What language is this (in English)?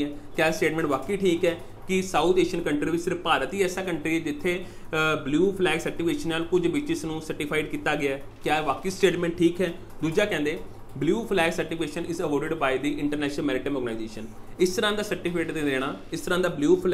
Punjabi